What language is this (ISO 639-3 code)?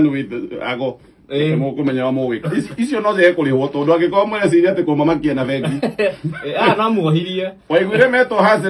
kik